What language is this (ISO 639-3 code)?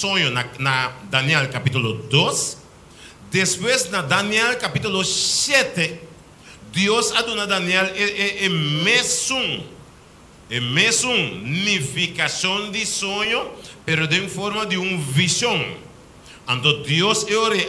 pap